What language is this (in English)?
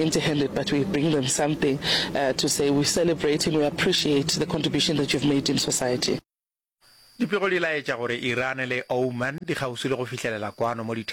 Northern Sotho